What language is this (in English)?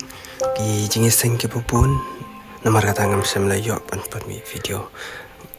Khasi